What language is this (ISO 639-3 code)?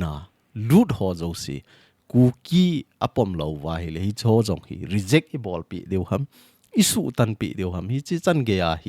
tcz